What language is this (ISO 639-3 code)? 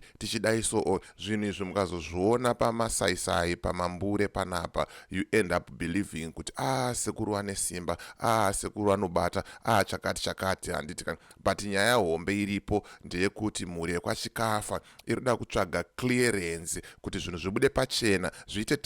sna